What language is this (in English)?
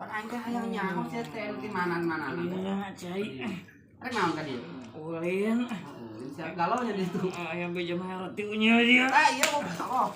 Sundanese